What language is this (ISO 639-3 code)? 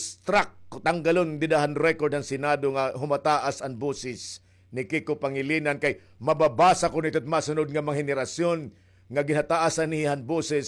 war